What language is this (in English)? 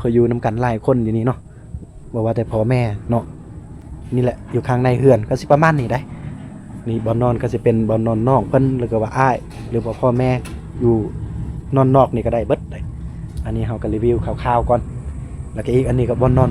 Lao